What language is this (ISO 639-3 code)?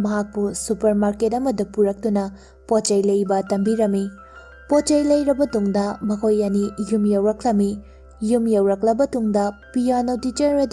mni